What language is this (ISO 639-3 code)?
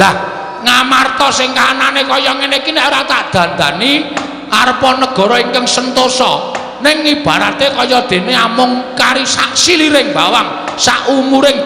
jav